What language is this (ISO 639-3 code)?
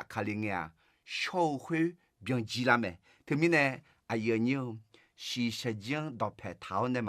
ahk